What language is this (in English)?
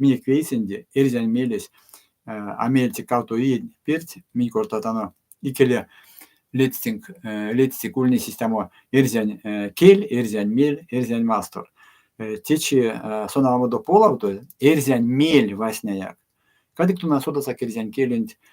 Erzya